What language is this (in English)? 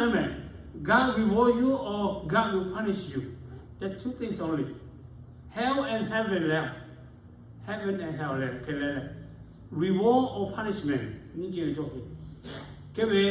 Lahu